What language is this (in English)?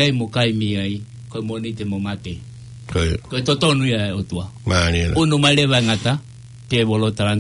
Tongan